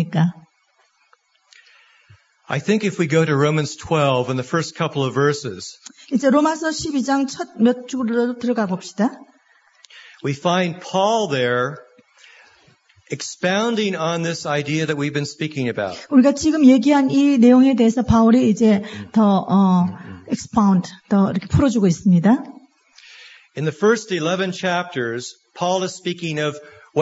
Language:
Korean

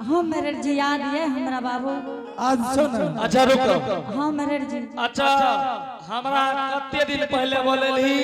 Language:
Angika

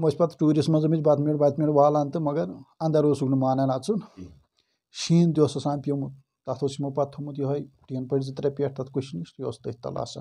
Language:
Kashmiri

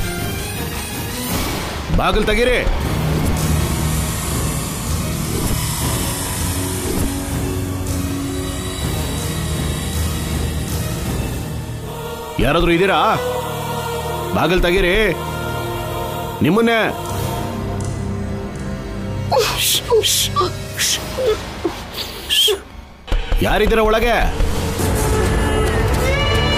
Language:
Kannada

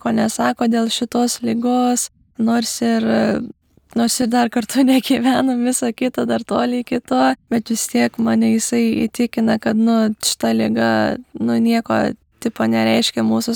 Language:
Lithuanian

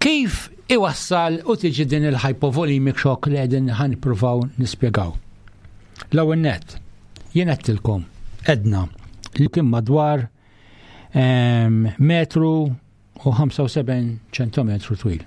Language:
Maltese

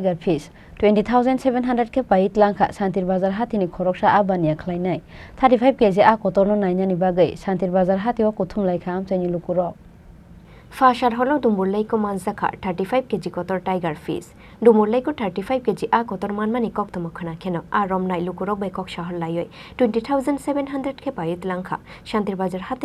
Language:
Kok Borok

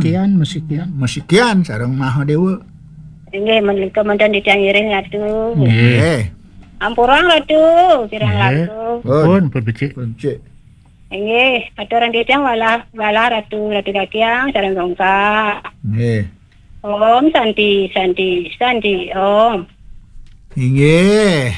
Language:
Balinese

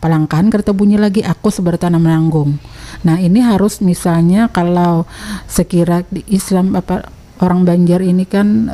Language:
Banjar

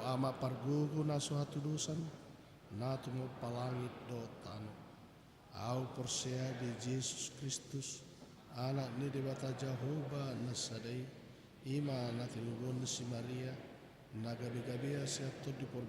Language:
Batak Toba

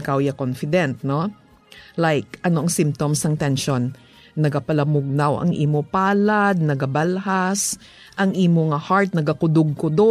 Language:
Hiligaynon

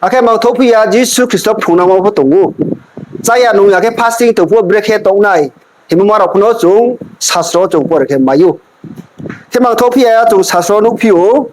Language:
Riang (India)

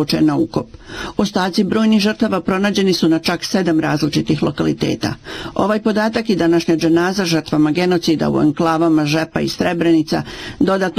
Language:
Bosnian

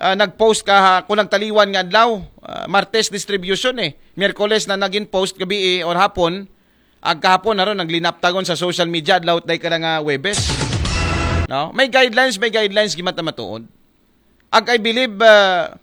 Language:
Aklanon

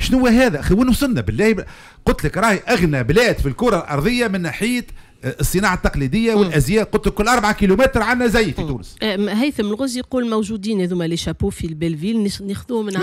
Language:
Tunisian Arabic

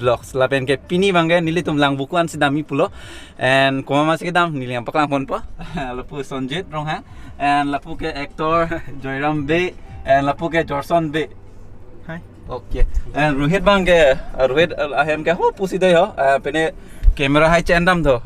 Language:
Karbi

